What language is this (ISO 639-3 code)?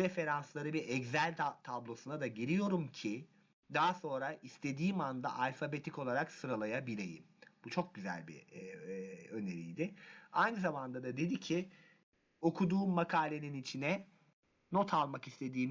tur